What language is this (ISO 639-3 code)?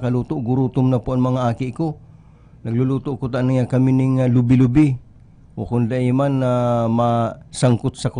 bik